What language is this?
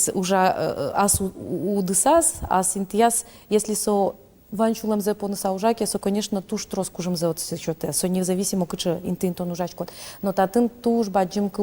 Udmurt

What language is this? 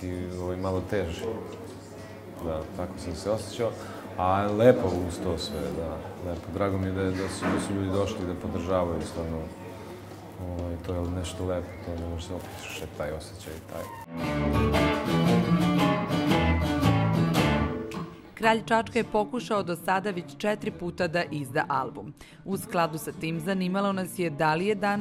Serbian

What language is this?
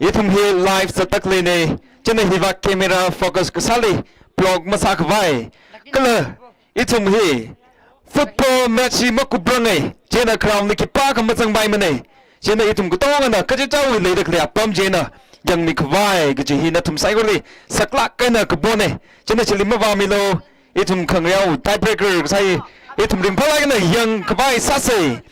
Tangkhul Naga (India)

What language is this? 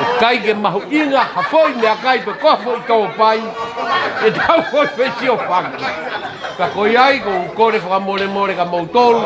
Tongan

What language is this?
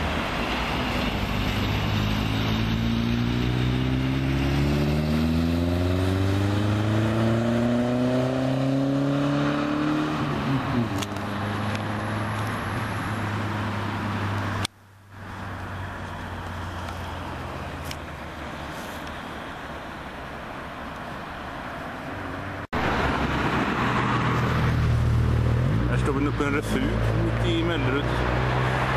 Swedish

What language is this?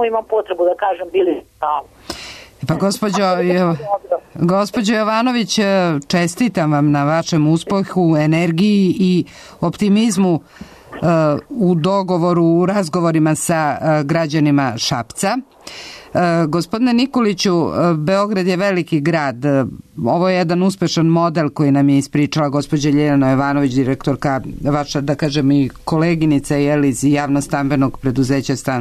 Serbian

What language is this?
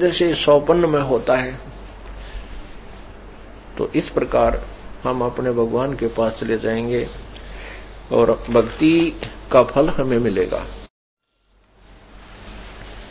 Hindi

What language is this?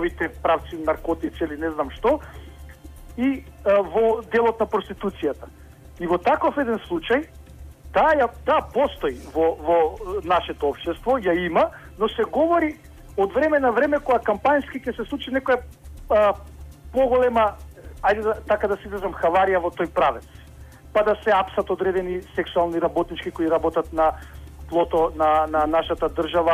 Macedonian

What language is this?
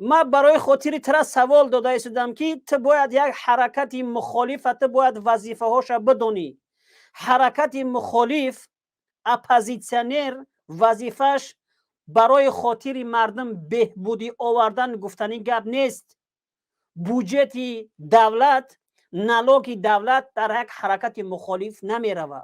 Tajik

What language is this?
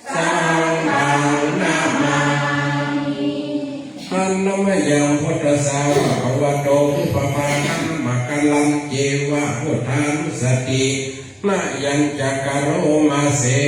Pali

